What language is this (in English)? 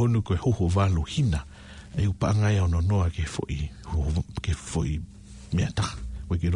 Tongan